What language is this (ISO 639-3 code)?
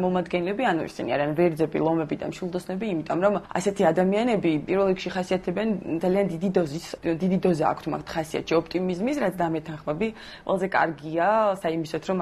kat